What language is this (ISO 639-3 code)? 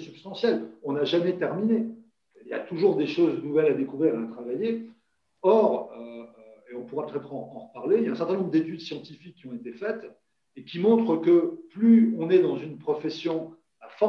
fra